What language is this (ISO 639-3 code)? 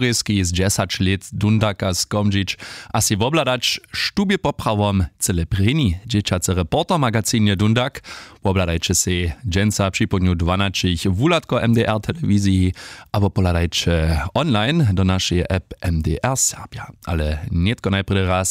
hsb